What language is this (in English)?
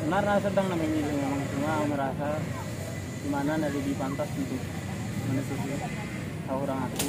Batak Toba